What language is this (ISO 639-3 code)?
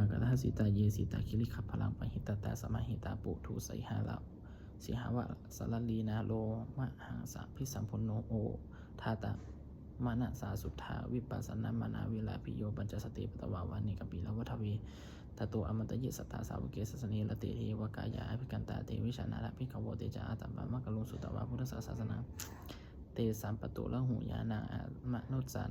pli